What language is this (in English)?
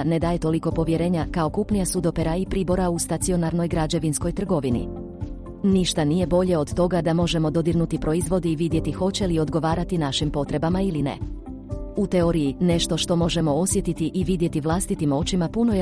Croatian